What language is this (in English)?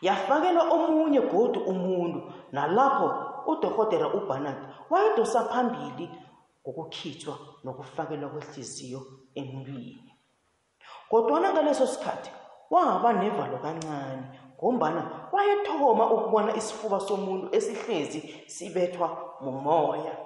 South Ndebele